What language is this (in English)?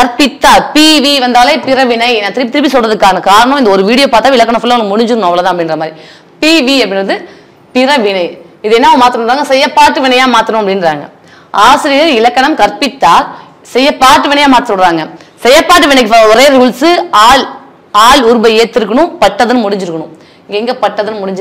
Tamil